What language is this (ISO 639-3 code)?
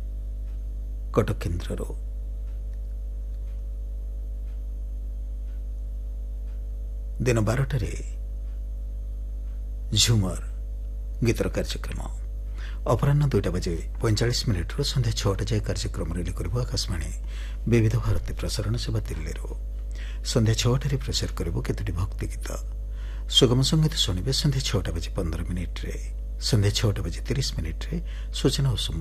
ori